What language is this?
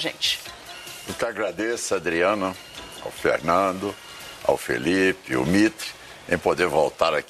Portuguese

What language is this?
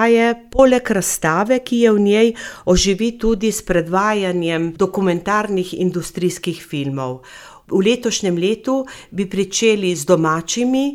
Slovenian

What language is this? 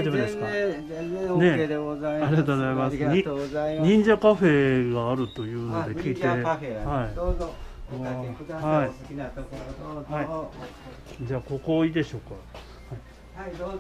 Japanese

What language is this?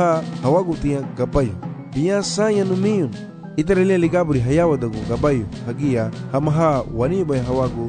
Garifuna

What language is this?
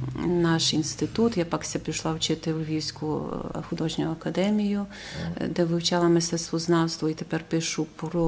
Rusyn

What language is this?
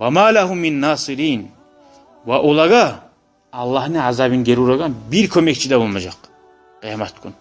Kumyk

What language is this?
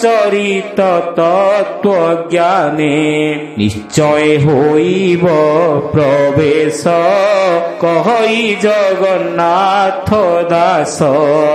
Odia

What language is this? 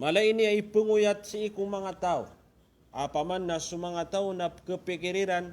Maranao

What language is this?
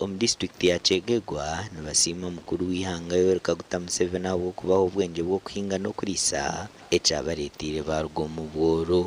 Nyankole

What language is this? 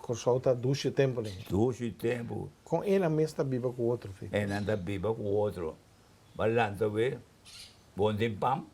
Papiamento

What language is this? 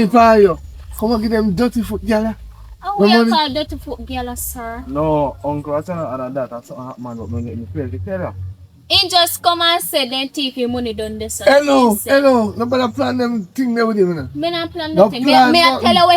Jamaican Creole English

